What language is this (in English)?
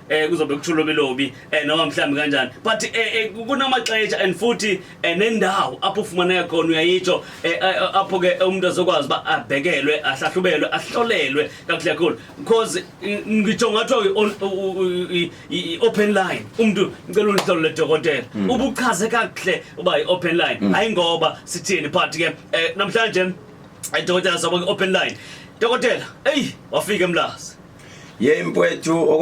Zulu